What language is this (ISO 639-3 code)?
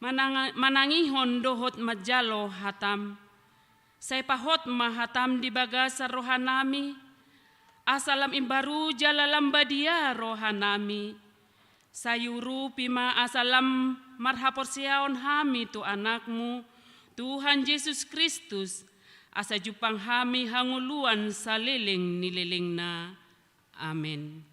bbc